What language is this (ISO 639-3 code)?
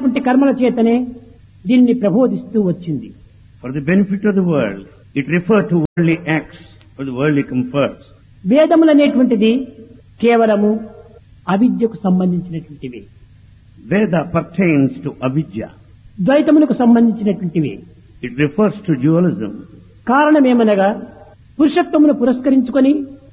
tel